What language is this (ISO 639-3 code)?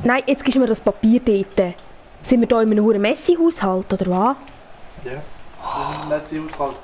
gsw